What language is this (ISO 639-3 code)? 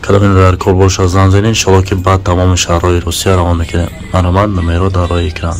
tgk